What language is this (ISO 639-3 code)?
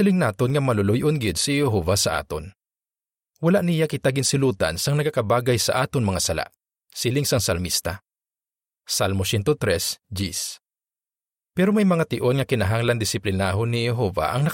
hil